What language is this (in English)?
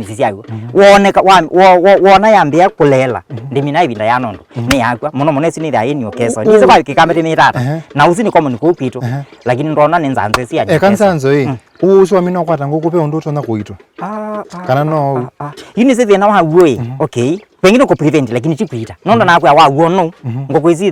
Kamba